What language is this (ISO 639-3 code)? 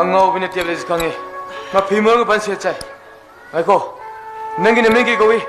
mni